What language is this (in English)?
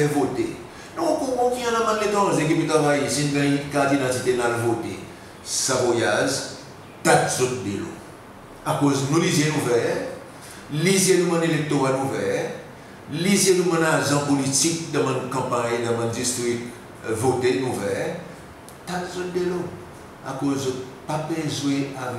Seselwa Creole French